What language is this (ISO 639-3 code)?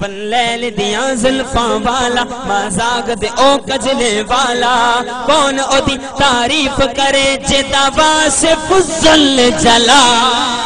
skr